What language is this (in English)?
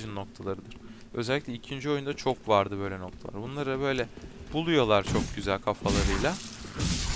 Turkish